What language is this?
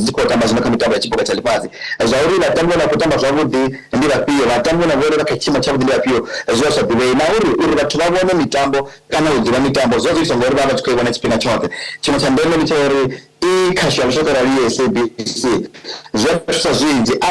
Venda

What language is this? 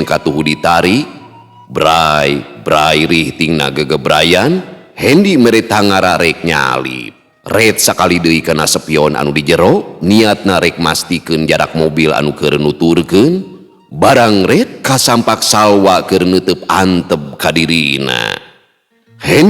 Sundanese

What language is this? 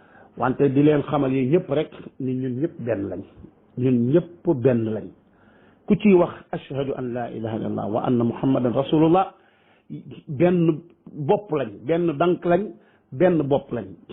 Wolof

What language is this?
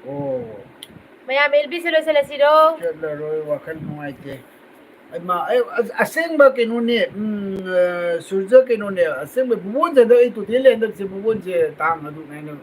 Manipuri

